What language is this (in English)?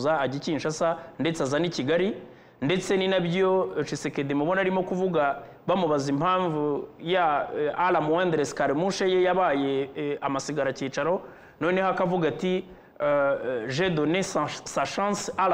Kinyarwanda